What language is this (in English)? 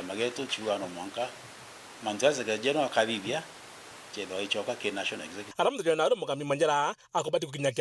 Meru